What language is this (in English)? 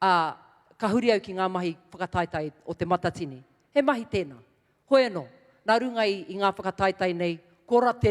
Māori